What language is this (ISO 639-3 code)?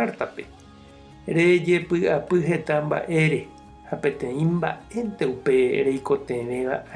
grn